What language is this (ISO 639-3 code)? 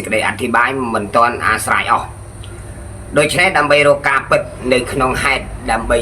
khm